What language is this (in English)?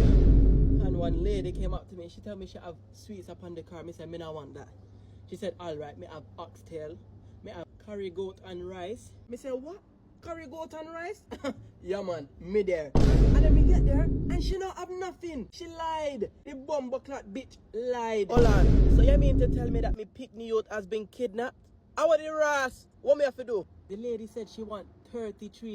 Jamaican Creole English